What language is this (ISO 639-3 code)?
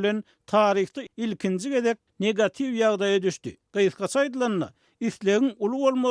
tuk